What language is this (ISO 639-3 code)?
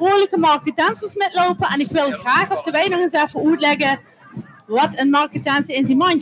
lim